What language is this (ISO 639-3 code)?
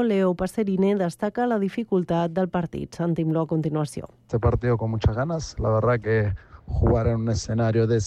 cat